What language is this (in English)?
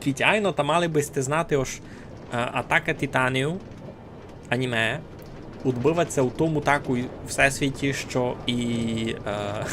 Rusyn